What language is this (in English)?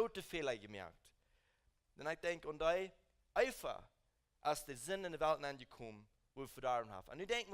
Plautdietsch